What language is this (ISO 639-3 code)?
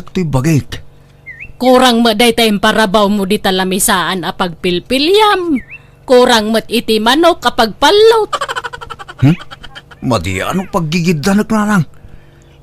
ilo